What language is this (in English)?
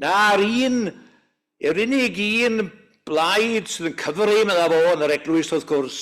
Welsh